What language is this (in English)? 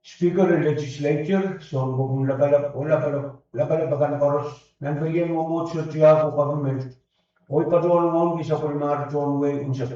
Pohnpeian